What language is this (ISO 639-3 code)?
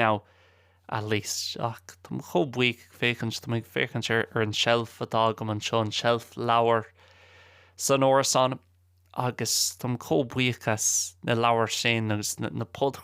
gle